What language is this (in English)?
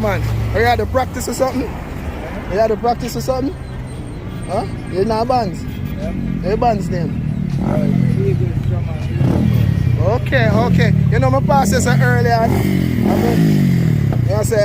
Jamaican Creole English